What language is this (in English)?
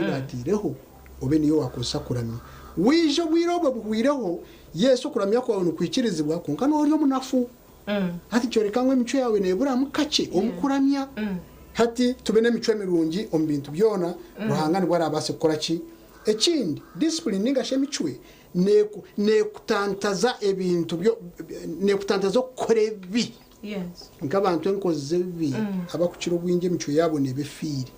Nyankole